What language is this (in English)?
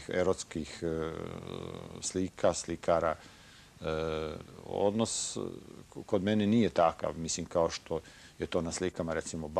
Serbian